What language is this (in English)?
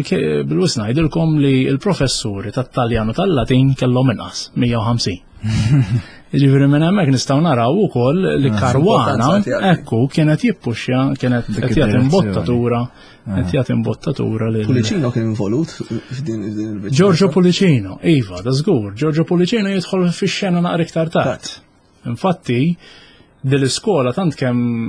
Maltese